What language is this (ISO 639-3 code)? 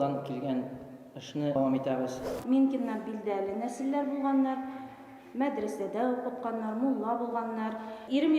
bak